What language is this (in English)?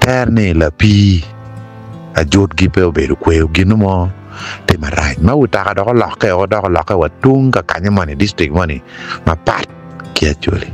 Acoli